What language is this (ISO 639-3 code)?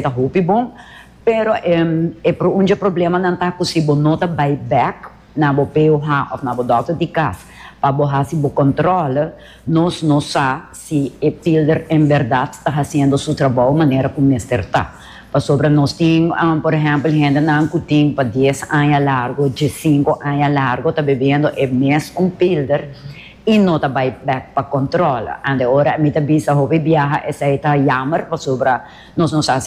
pap